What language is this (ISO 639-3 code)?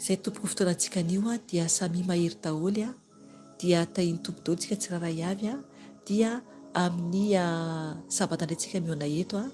mlg